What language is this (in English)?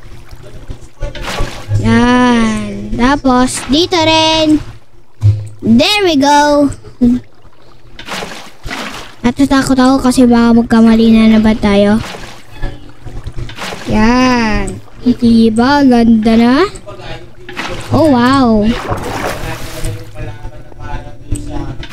Filipino